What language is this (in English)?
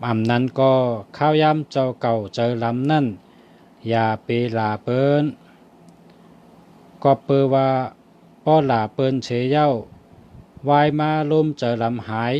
Shan